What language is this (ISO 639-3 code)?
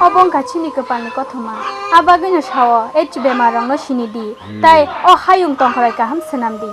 trp